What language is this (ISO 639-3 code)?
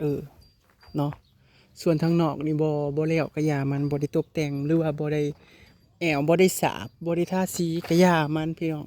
tts